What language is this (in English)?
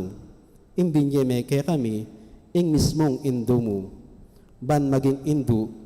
Pampanga